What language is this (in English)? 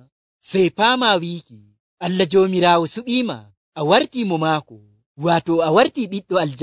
Nigerian Fulfulde